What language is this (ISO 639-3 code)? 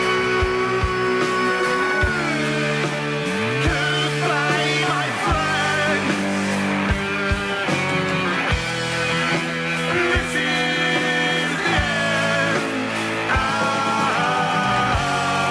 bul